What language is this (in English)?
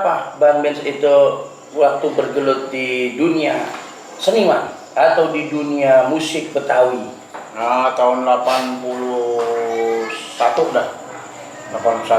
Betawi